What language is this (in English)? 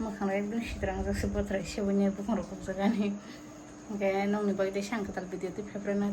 Kok Borok